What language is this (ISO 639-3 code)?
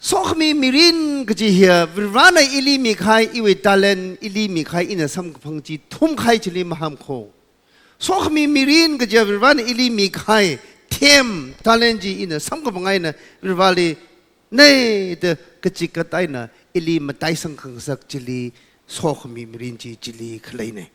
nmf